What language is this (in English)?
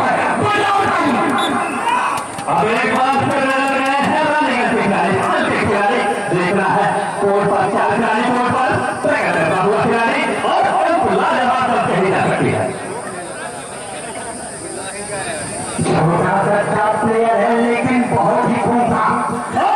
Hindi